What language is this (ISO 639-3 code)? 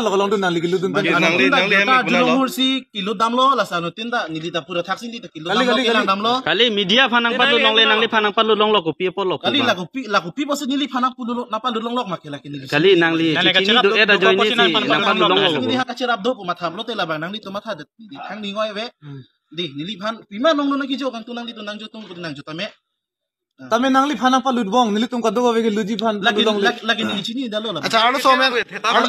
mjw